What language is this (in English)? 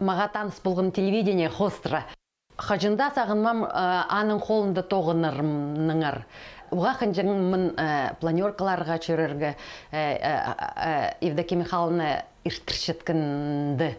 Khakas